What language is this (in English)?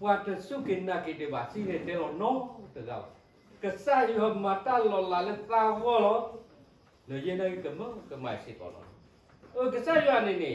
S'gaw Karen